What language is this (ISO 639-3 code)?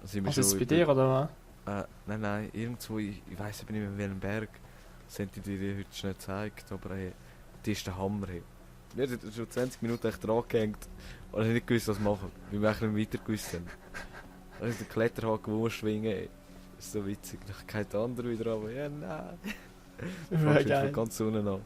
gsw